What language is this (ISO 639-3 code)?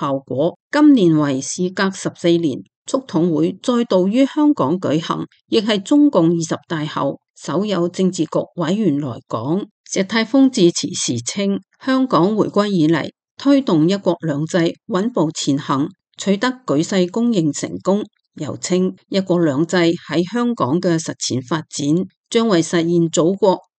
yue